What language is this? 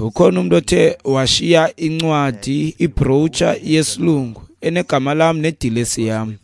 Xhosa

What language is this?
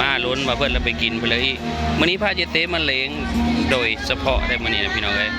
Northeastern Thai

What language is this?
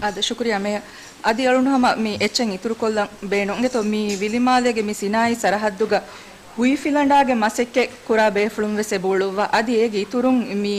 Divehi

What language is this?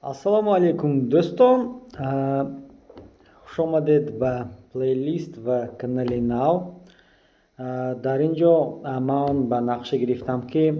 Tajik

